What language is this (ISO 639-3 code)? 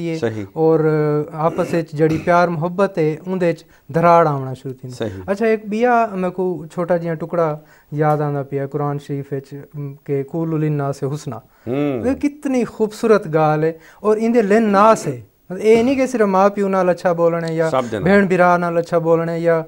skr